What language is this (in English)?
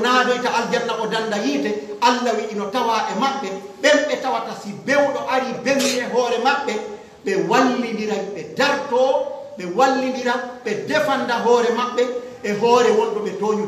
Pular